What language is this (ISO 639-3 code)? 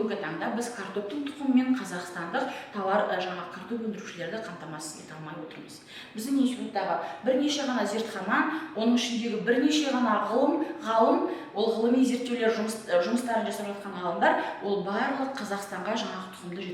kaz